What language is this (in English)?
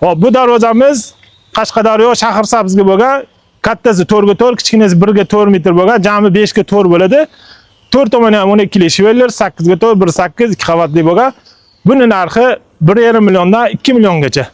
Uzbek